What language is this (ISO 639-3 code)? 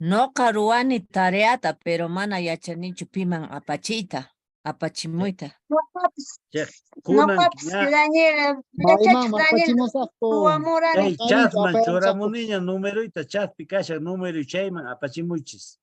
que